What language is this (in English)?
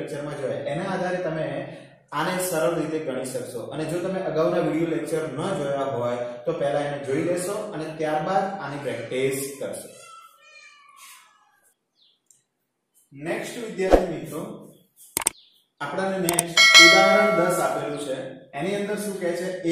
Gujarati